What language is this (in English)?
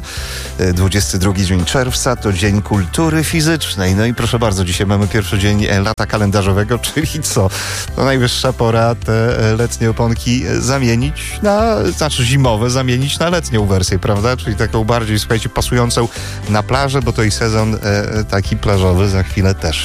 Polish